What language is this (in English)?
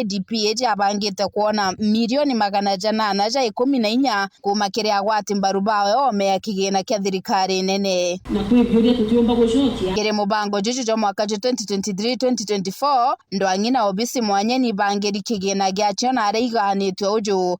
Meru